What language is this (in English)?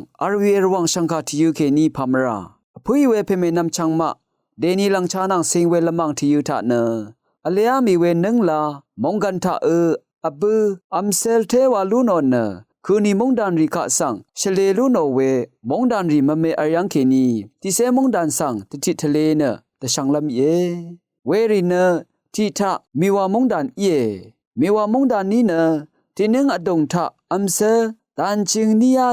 Rawang